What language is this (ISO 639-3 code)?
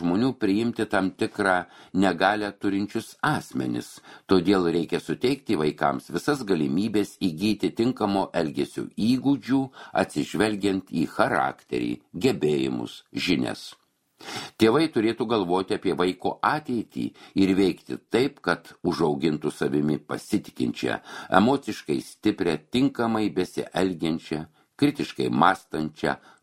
lit